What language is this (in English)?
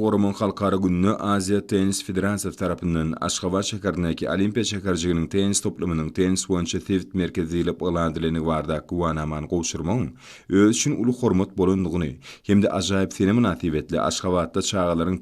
Turkmen